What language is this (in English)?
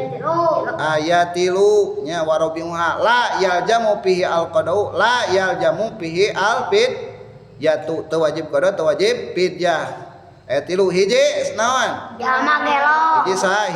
Sundanese